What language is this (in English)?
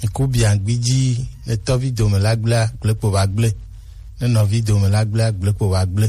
Gen